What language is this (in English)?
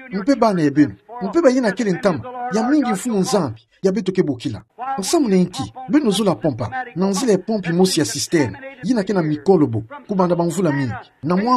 Kituba (Democratic Republic of Congo)